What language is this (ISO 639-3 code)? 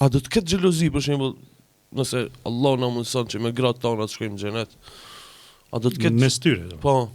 sqi